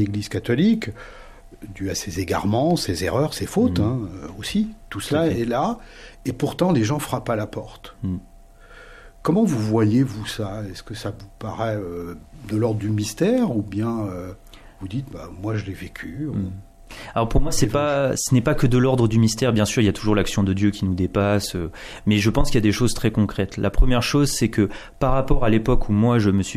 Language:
French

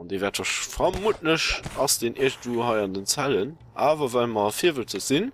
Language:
Luxembourgish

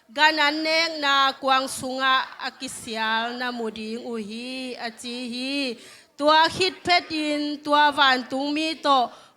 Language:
Tedim Chin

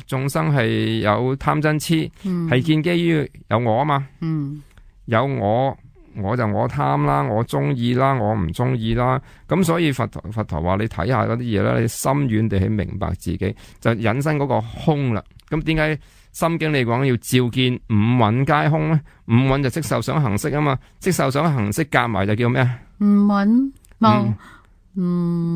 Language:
Cantonese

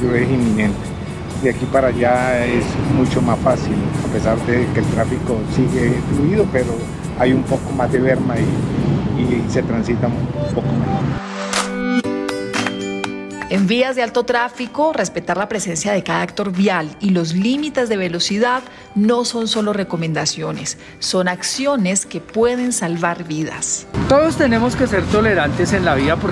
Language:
Spanish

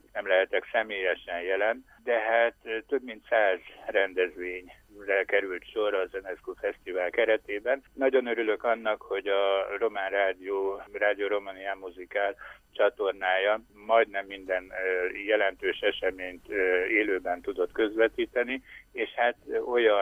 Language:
Hungarian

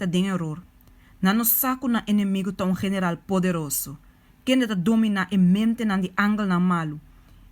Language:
Papiamento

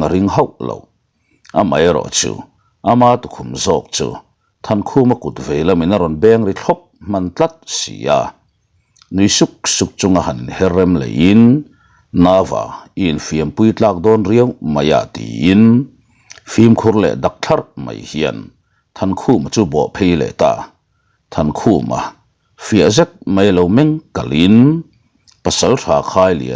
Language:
Mizo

